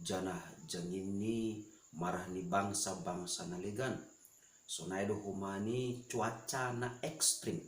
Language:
Batak Simalungun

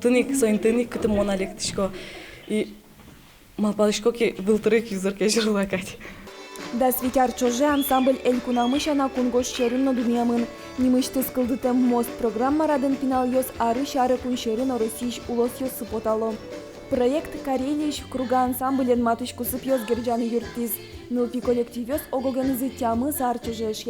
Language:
Udmurt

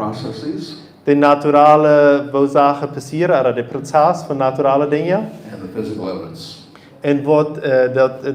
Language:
Plautdietsch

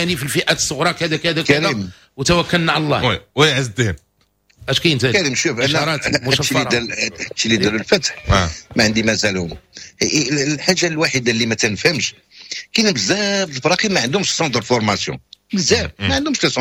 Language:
Moroccan Arabic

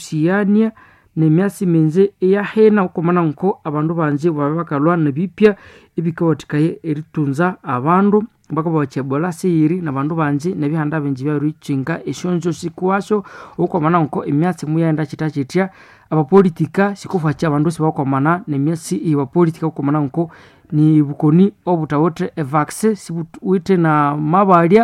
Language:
Nande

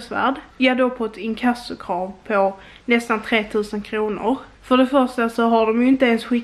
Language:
Swedish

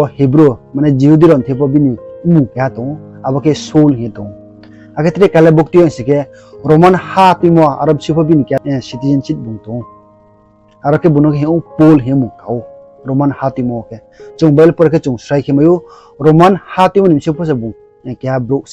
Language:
Riang (India)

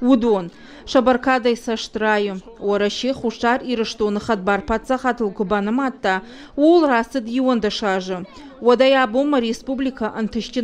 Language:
Ossetic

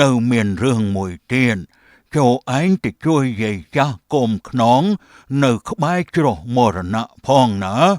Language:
Khmer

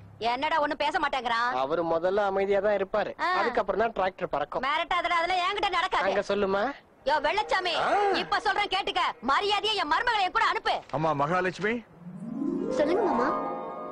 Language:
Tamil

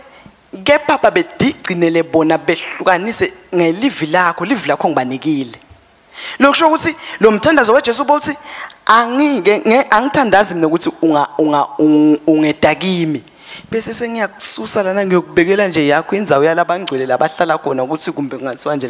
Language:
Swati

